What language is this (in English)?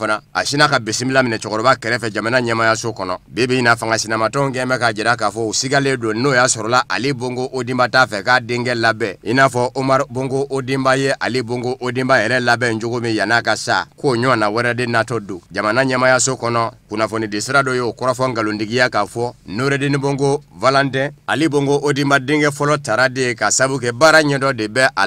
Bambara